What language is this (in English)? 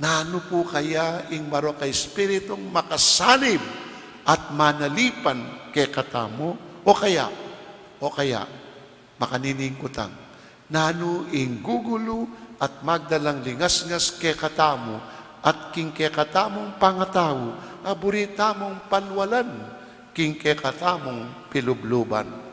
Pampanga